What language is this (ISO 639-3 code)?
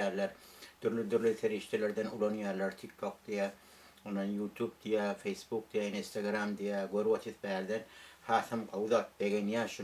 tuk